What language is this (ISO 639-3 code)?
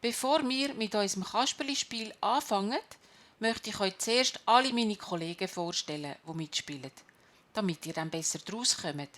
gsw